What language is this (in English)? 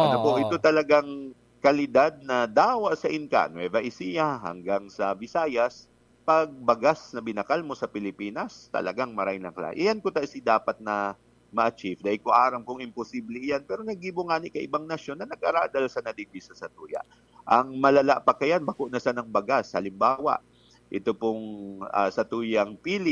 Bikol